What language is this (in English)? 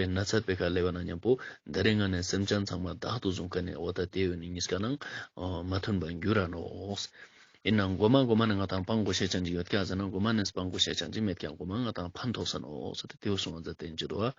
Ladakhi